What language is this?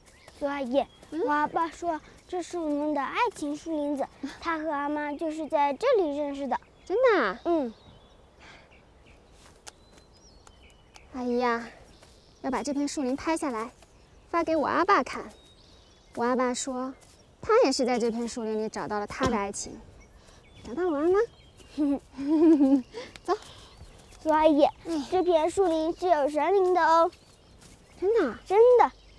Chinese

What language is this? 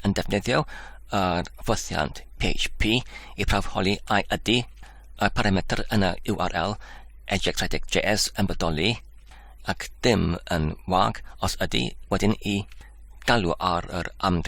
Welsh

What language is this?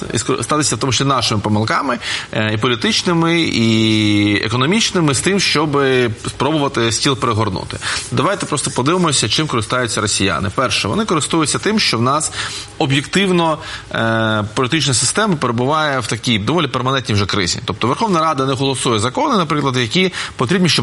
Ukrainian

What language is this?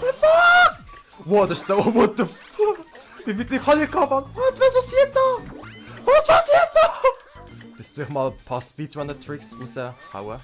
Swiss German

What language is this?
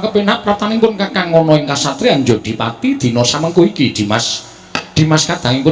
Javanese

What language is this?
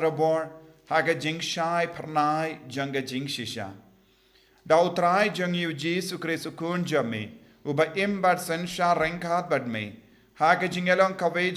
Khasi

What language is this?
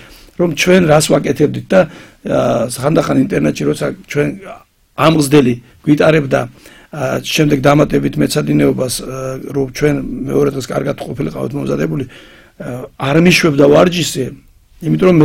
Georgian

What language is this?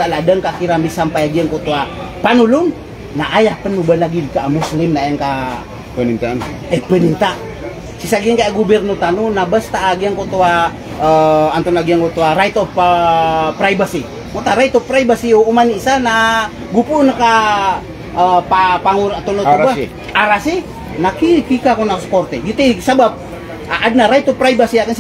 Maranao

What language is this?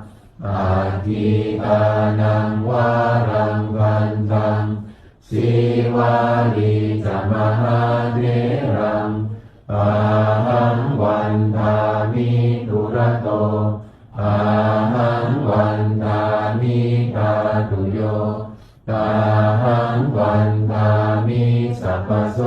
Pali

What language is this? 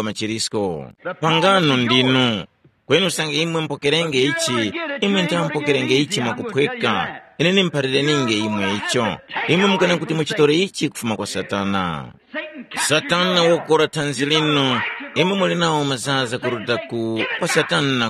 Tumbuka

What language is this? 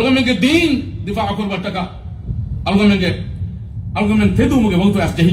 Divehi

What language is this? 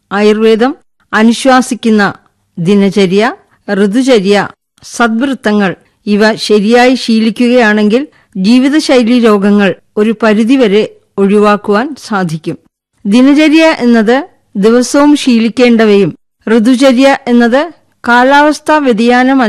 Malayalam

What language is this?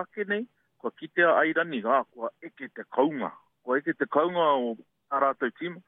Māori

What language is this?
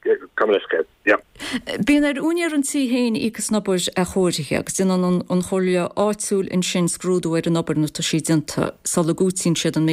Irish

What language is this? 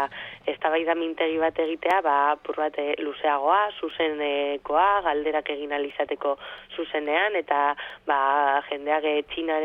Basque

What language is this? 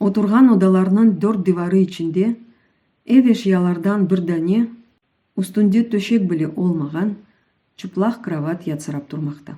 Crimean Tatar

